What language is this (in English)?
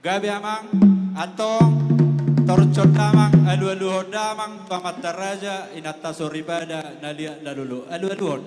Batak Toba